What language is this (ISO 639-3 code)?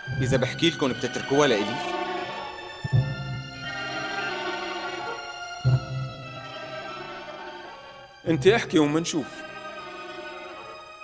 apc